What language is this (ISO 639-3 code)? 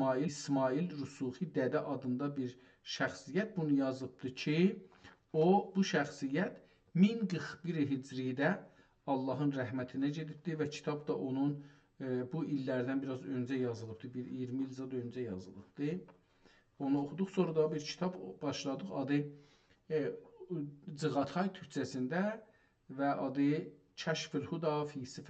azb